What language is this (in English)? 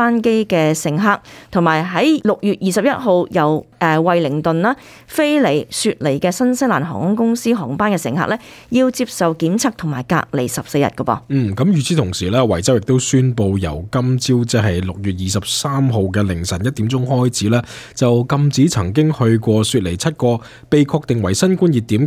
Cantonese